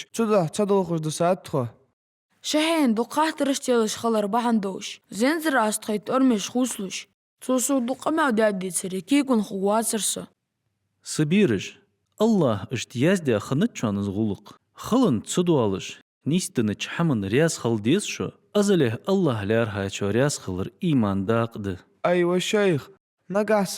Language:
Ingush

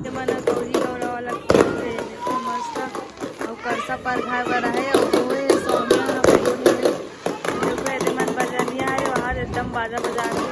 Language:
Chhattisgarhi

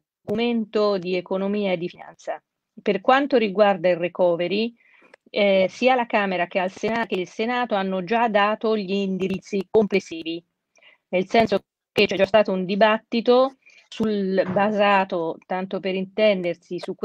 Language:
Italian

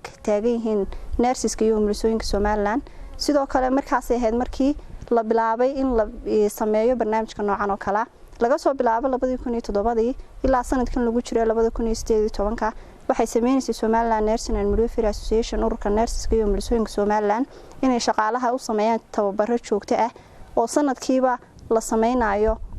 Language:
Somali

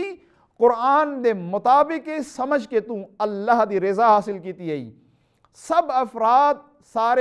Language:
Saraiki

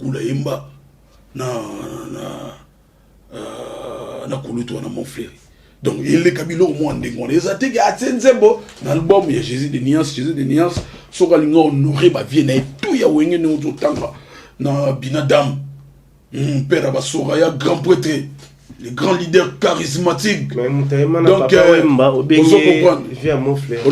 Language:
Lingala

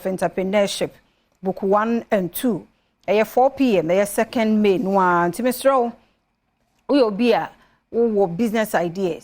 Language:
Akan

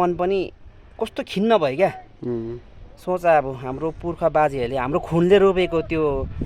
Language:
Nepali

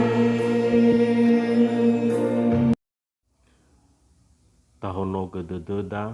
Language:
Nias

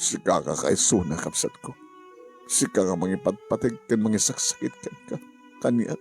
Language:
Iloko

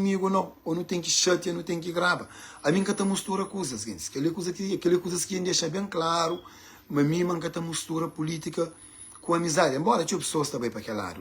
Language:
Kabuverdianu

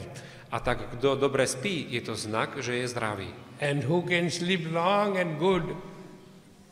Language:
Slovak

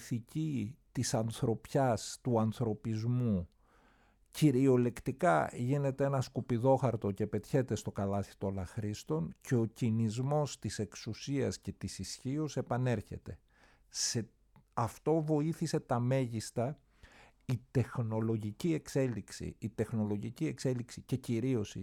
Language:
Greek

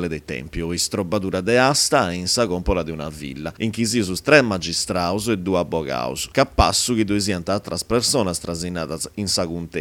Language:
Sardinian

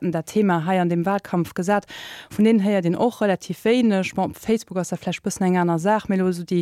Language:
Luxembourgish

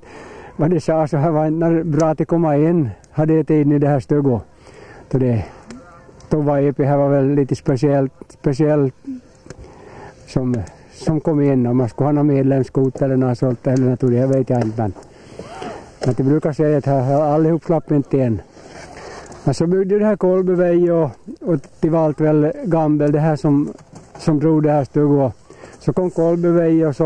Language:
Swedish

